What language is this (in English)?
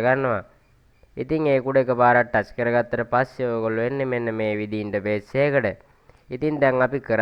Sinhala